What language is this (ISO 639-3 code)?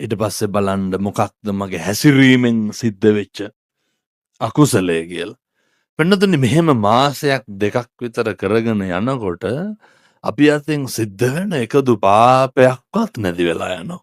sin